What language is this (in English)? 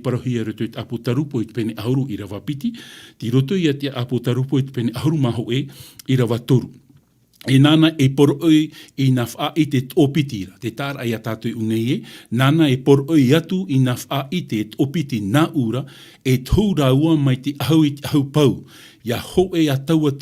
Tahitian